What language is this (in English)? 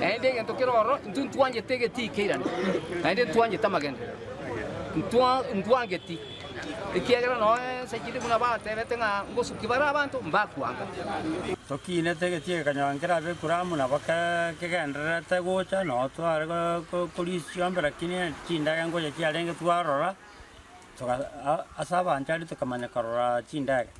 Gusii